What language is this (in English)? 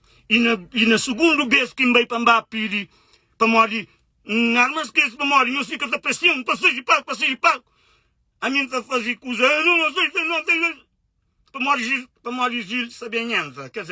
Kabuverdianu